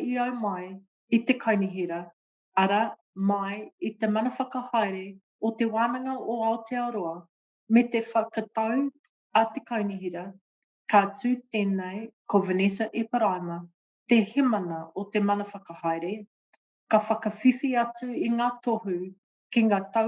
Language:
Māori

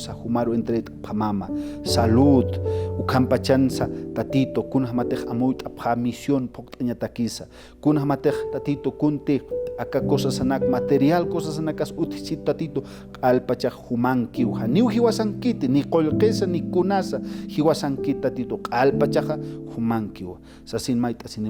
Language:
Aymara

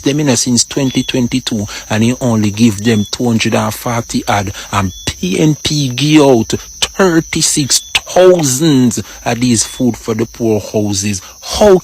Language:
Jamaican Creole English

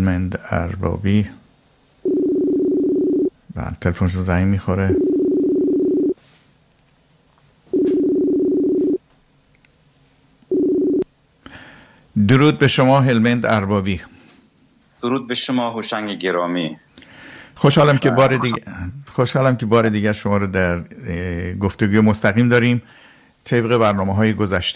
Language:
Persian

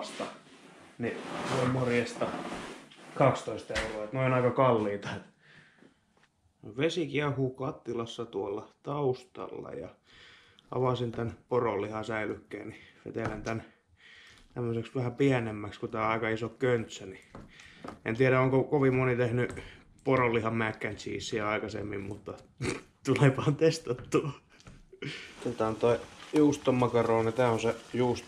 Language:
Finnish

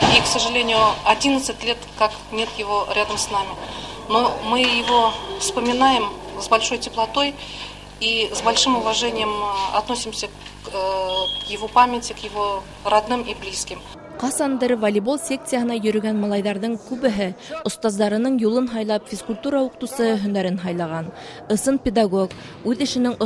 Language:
Bashkir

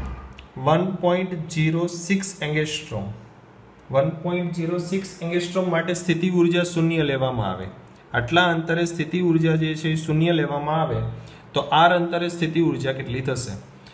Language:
Gujarati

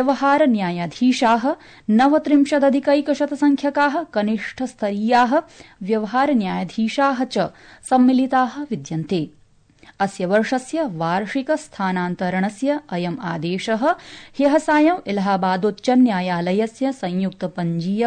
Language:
Sanskrit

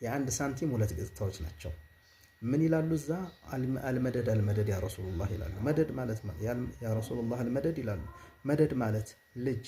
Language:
Amharic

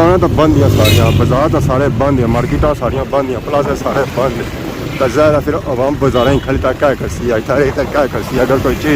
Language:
Pahari-Potwari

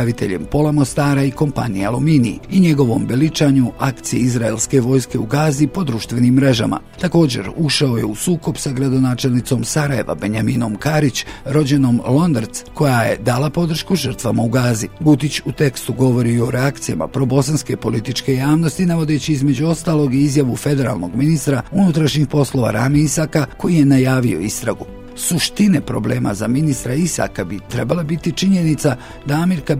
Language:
Bosnian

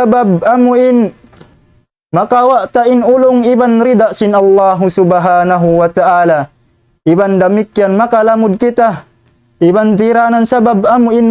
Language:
Tausug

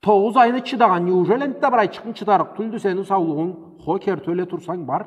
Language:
Karachay-Balkar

